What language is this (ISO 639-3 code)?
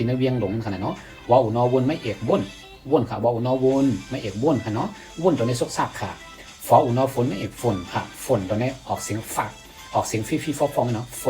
shn